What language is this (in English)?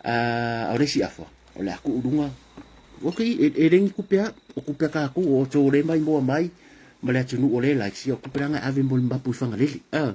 Samoan